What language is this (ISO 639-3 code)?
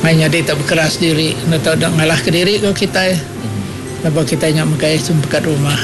iba